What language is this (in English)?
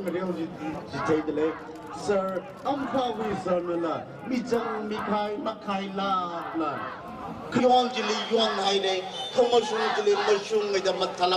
Tangkhul Naga (India)